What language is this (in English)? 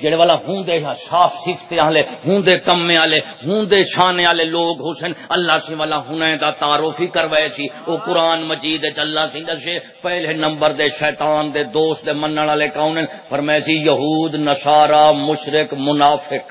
Saraiki